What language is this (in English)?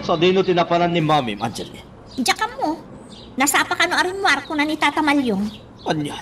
Iloko